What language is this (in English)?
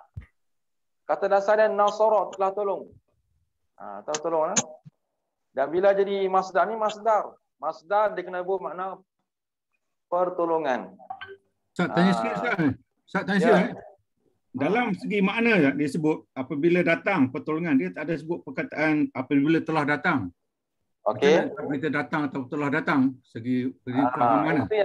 Malay